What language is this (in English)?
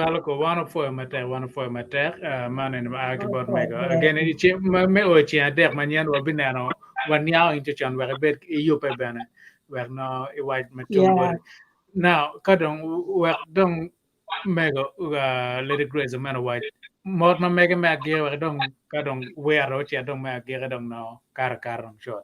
Acoli